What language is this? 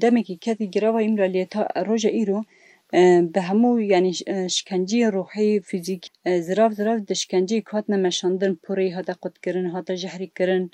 Kurdish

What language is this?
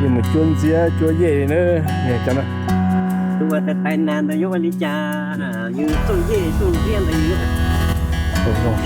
Hmong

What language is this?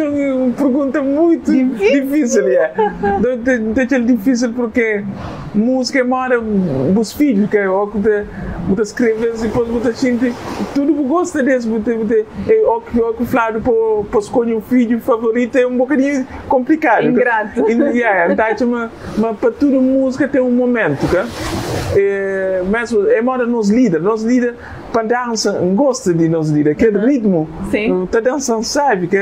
Kabuverdianu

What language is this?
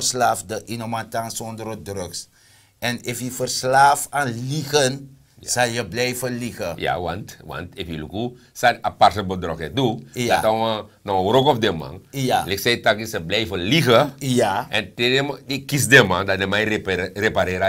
Sranan Tongo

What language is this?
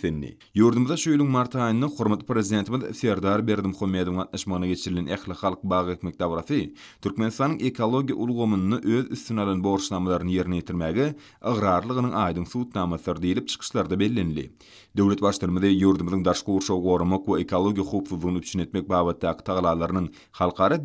Turkmen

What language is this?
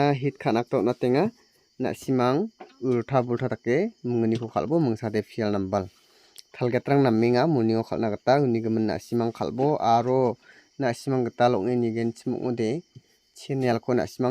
Garo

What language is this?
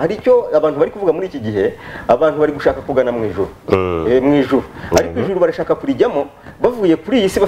Kinyarwanda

